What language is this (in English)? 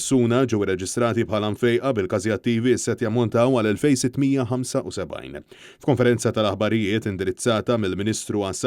Maltese